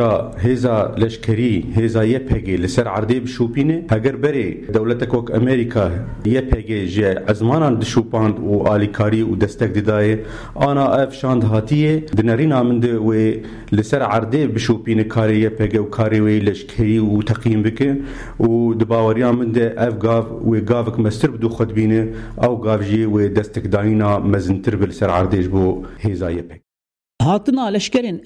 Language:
Kurdish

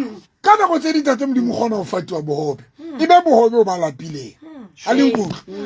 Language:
Southern Sotho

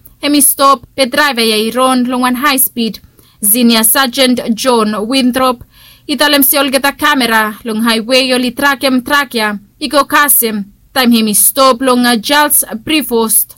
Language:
Bislama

